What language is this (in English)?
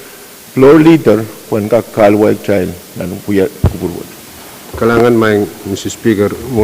Pohnpeian